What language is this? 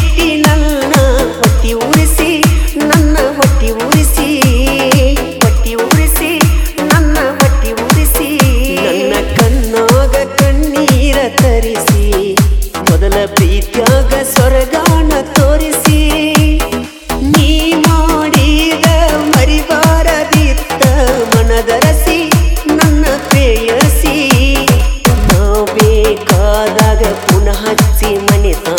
Kannada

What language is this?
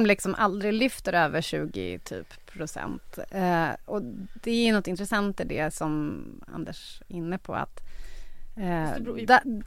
Swedish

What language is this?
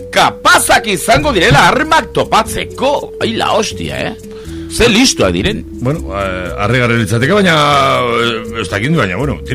Basque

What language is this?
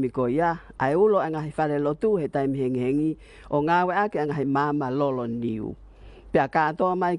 Tongan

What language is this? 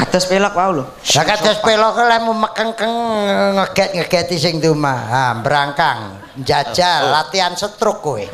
Javanese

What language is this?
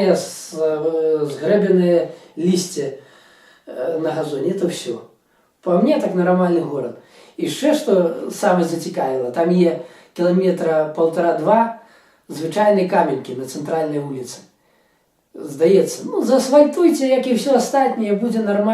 Belarusian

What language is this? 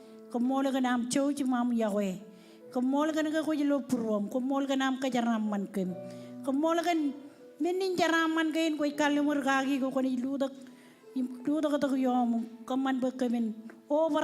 Marshallese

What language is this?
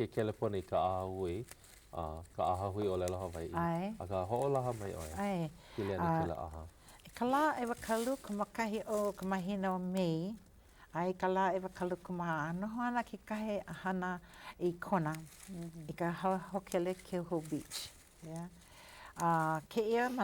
Hawaiian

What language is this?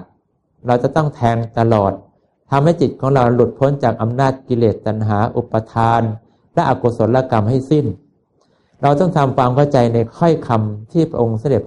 Thai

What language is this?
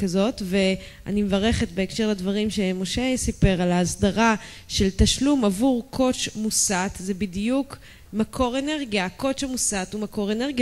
Hebrew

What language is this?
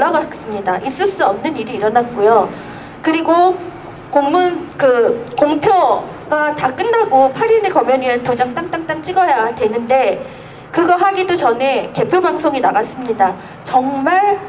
Korean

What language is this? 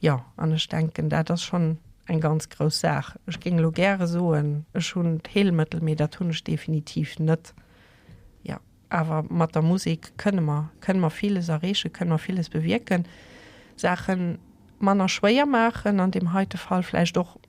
Luxembourgish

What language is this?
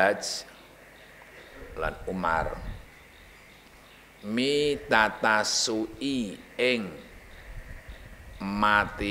Javanese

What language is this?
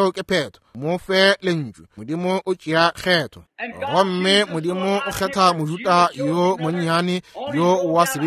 Northern Sotho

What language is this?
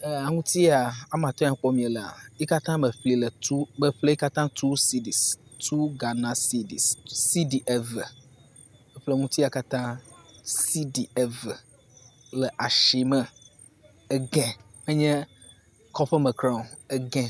Ewe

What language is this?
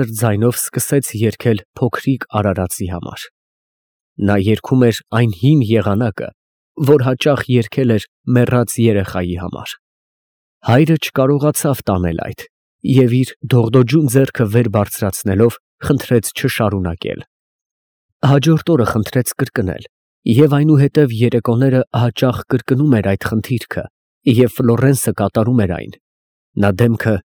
Armenian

